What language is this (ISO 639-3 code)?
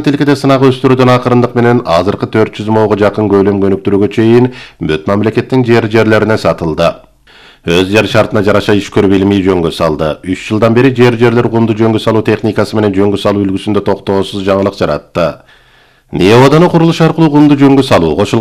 kir